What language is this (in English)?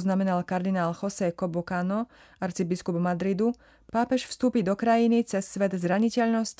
Slovak